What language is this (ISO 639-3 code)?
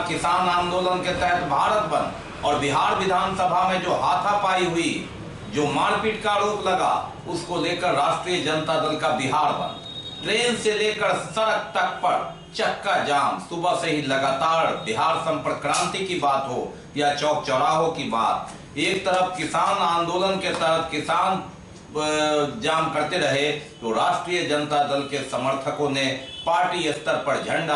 hin